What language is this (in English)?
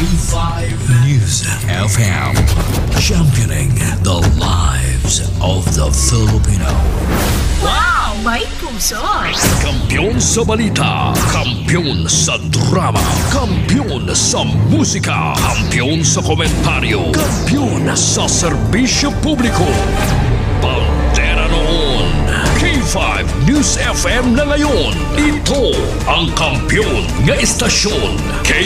Hiligaynon